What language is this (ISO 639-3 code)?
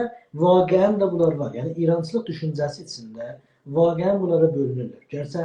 azb